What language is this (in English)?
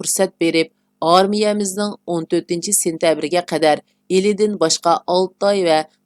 Uyghur